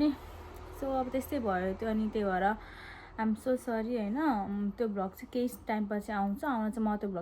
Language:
Nepali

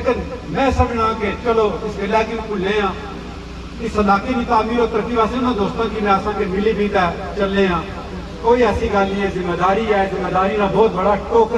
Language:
Pahari-Potwari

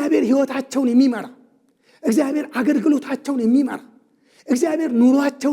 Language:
Amharic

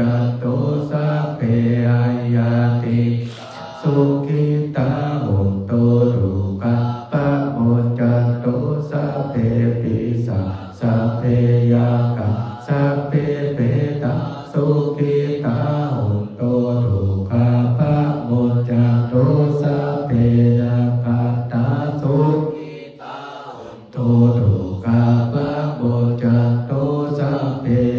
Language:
Pali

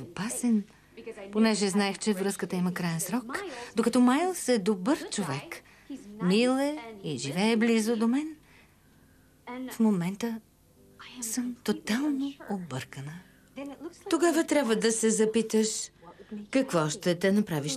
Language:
Bulgarian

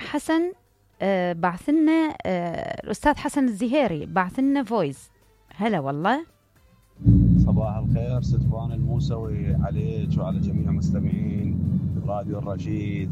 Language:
Mesopotamian Arabic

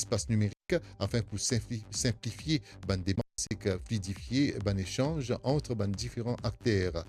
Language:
Morisyen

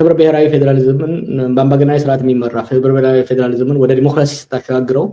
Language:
Amharic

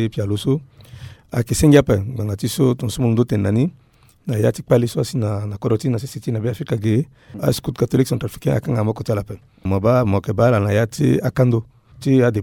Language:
Sango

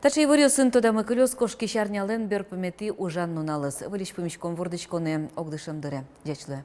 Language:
Udmurt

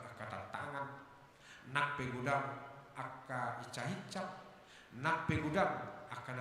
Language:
Batak Toba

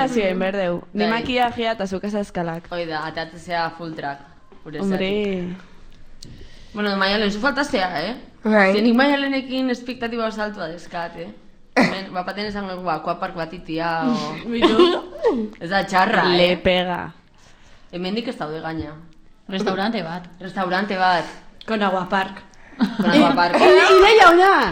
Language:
Basque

